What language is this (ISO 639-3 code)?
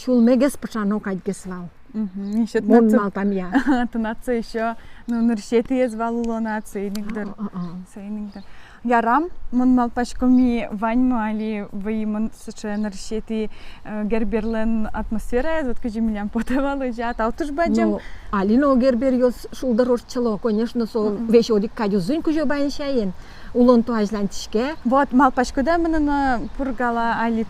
udm